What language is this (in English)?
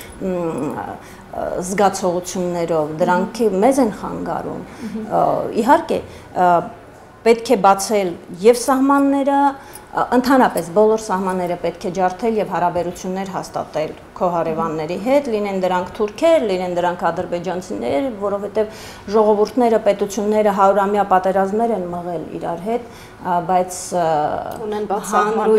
Armenian